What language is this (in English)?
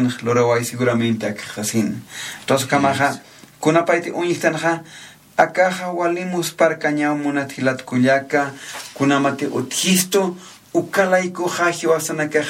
Aymara